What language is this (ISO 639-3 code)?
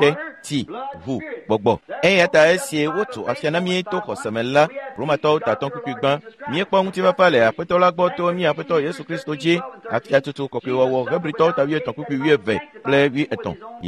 ewe